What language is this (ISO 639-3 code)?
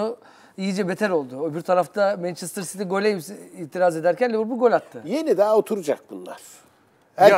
tur